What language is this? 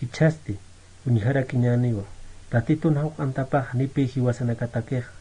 Aymara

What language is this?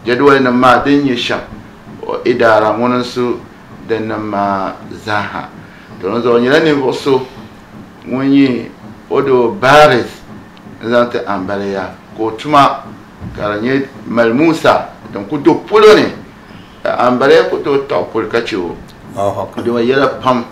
Dagbani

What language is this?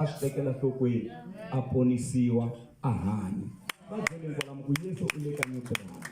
Tsonga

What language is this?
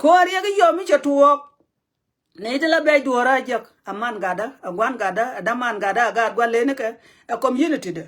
Nuer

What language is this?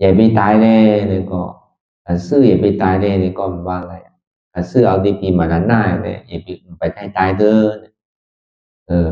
Shan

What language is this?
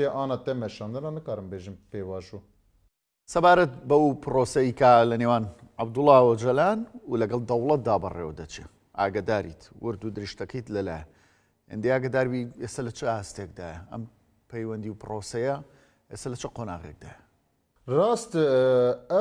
Kurdish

